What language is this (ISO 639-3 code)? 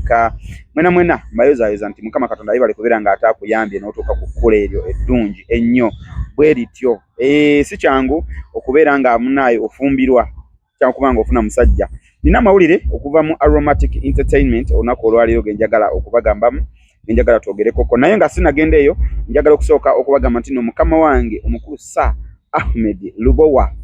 lug